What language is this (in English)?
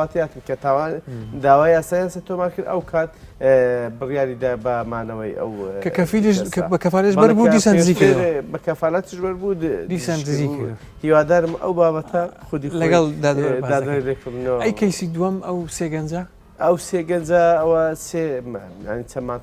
Central Kurdish